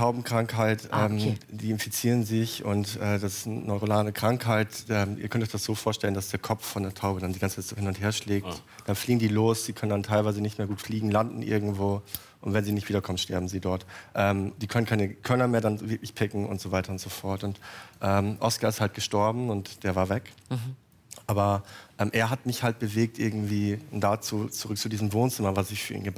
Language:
German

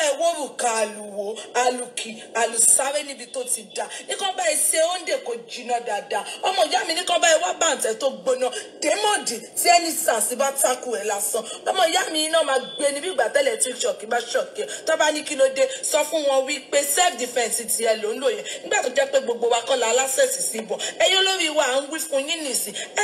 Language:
Yoruba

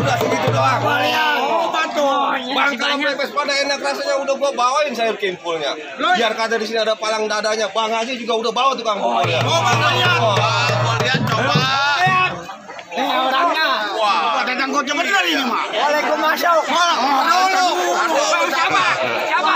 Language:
Betawi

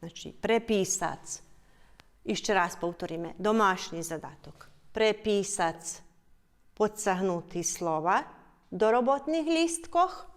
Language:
Rusyn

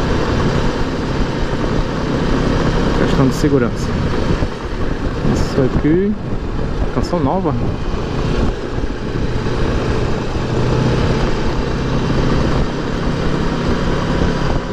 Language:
Portuguese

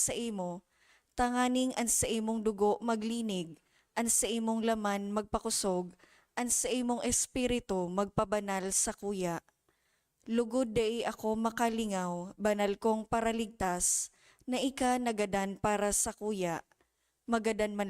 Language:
Bikol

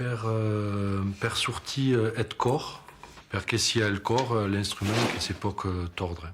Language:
Occitan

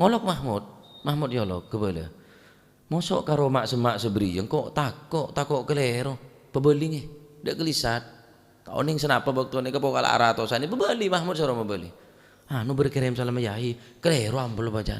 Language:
Madurese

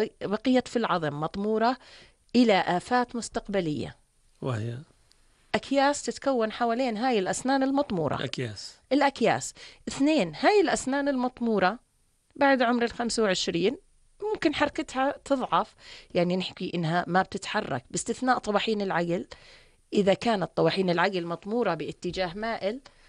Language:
North Levantine Arabic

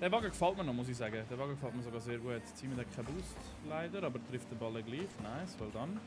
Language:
Swiss German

